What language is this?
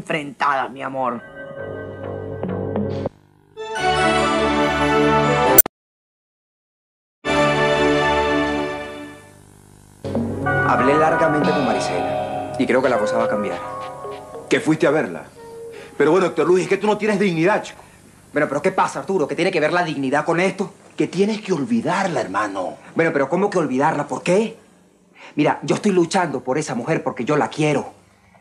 Spanish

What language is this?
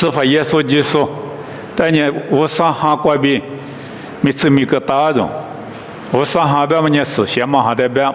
Lisu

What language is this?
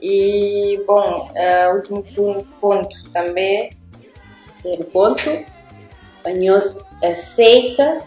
Kabuverdianu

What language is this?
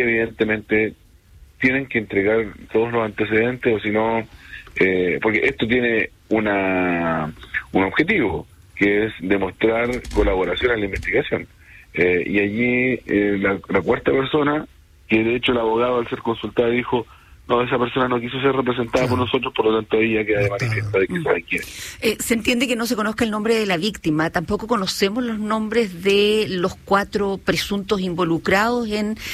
Spanish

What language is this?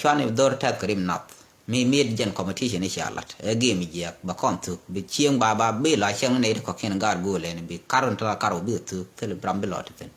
Nuer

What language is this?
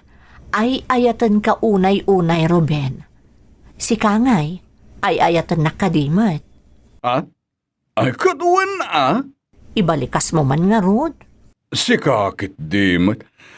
Iloko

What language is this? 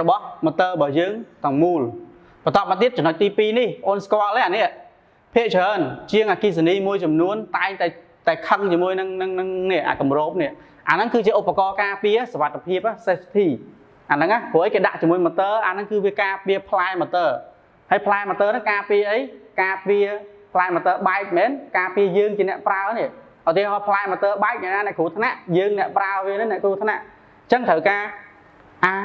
Khmer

